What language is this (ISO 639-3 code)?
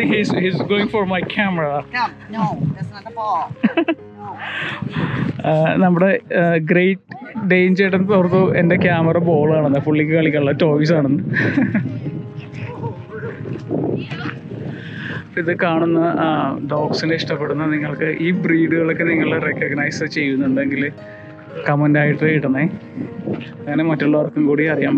mal